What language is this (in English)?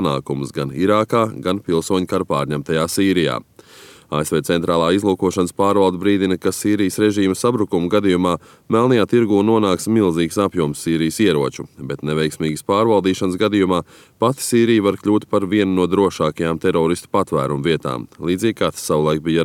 Latvian